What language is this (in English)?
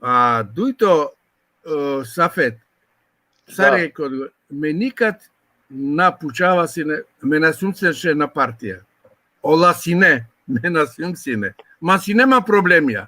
Balkan Romani